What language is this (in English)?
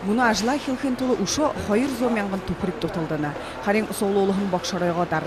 Buriat